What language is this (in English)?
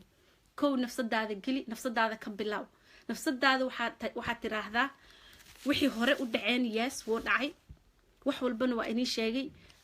Somali